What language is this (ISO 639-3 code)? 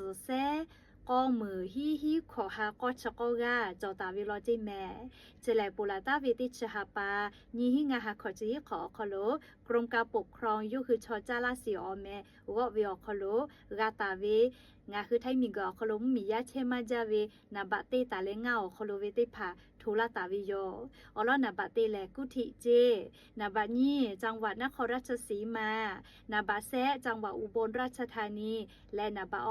lhu